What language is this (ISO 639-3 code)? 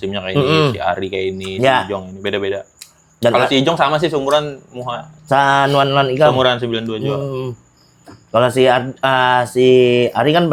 bjn